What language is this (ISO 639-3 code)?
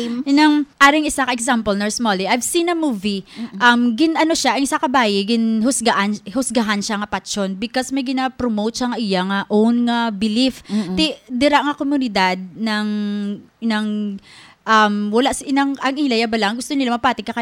hil